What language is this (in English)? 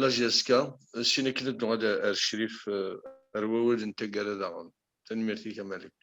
Kabyle